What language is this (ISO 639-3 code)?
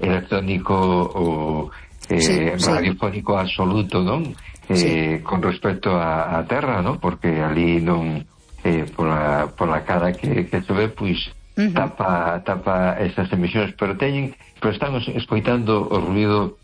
glg